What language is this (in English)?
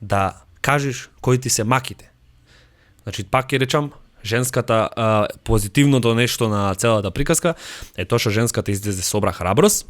Macedonian